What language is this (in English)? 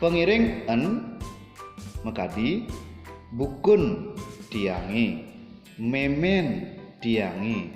Balinese